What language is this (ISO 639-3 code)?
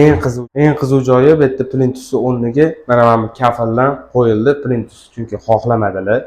uzb